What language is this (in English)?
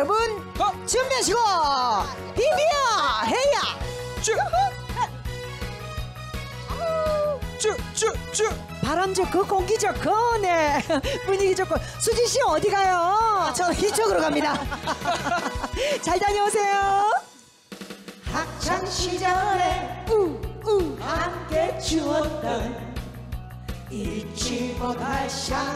Korean